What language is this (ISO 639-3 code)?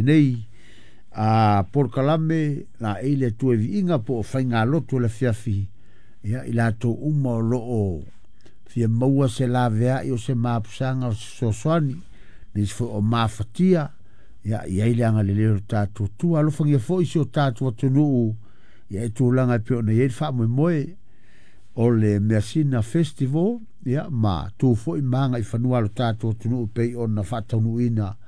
smo